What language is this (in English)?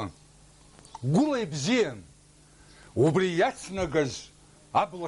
Abkhazian